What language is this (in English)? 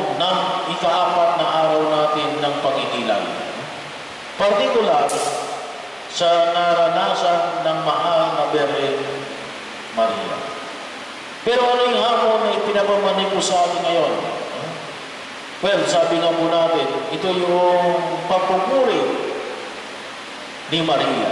Filipino